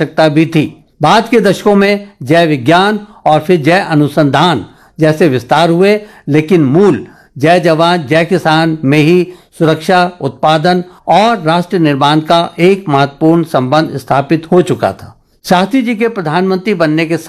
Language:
Hindi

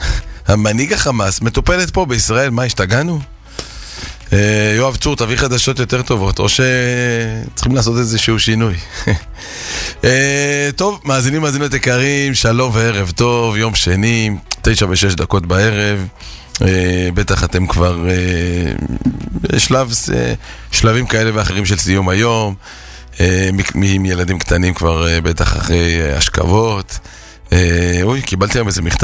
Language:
Hebrew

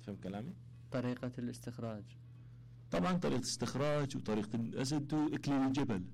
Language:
Mesopotamian Arabic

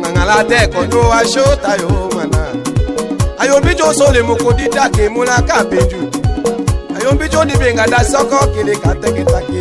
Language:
Tetela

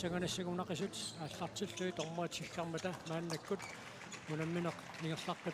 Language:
Kalaallisut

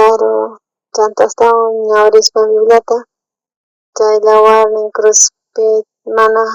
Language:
South Bolivian Quechua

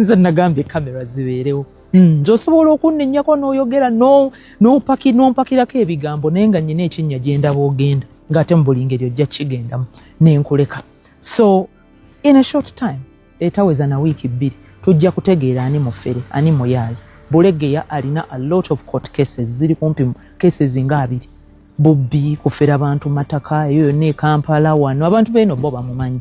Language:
Ganda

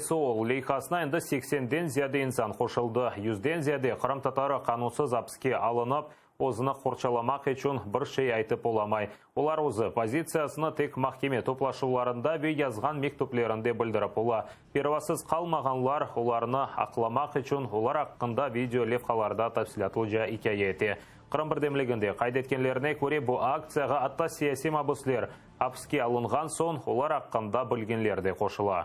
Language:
Crimean Tatar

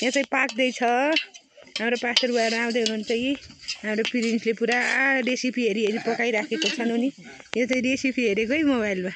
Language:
Nepali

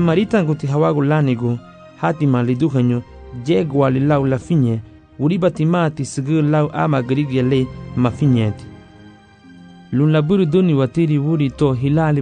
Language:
Garifuna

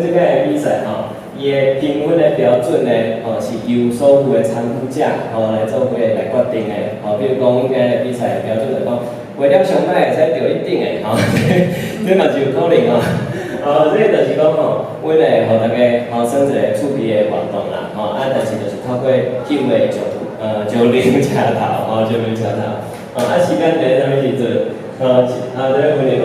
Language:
Min Nan Chinese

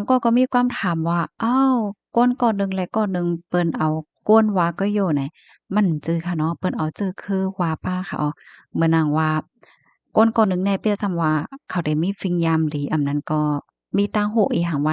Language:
Shan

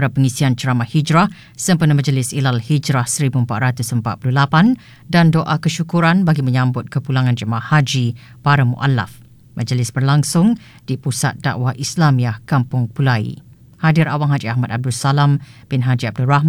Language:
Malay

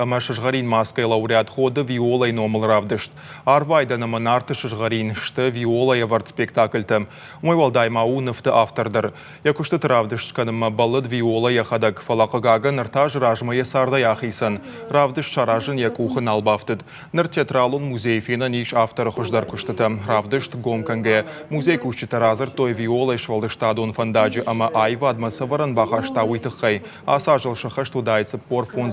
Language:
Ossetic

